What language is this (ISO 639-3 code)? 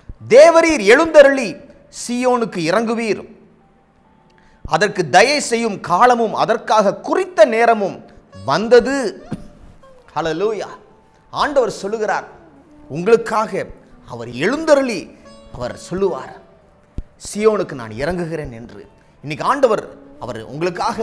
tam